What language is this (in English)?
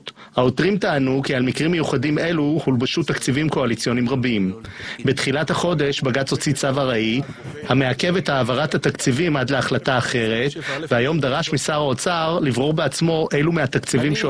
Hebrew